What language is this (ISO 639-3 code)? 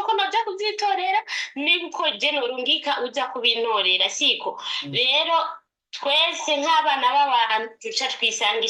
run